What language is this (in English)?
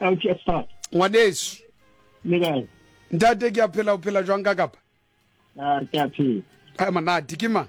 Southern Sotho